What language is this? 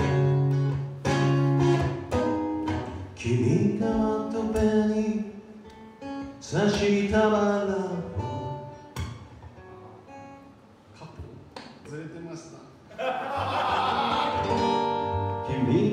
Japanese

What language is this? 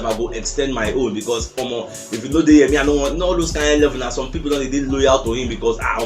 Nigerian Pidgin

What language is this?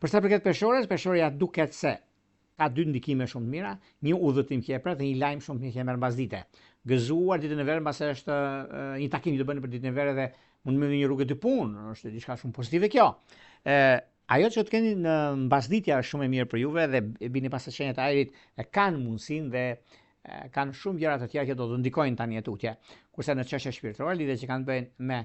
Albanian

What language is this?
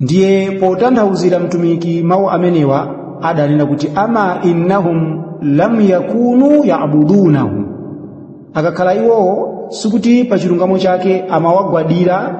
Nyanja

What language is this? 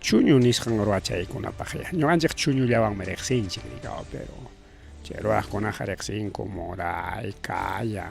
Ayacucho Quechua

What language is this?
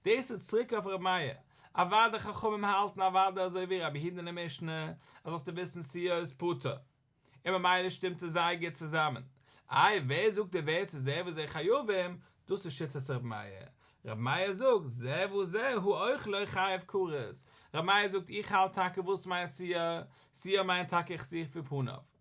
Yiddish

